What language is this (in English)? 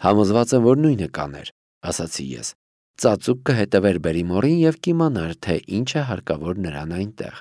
Armenian